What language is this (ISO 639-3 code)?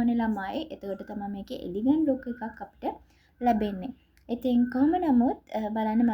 sin